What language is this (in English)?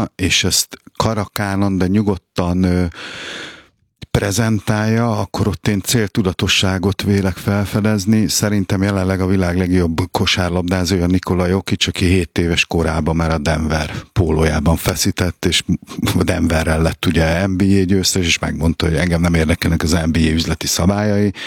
Hungarian